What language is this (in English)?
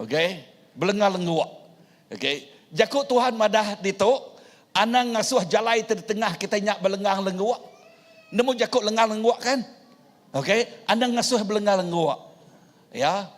Iban